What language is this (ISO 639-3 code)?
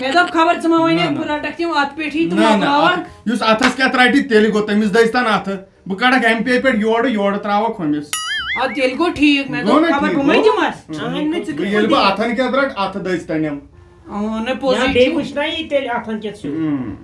kas